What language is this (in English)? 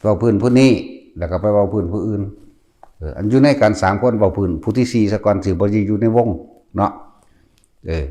Northeastern Thai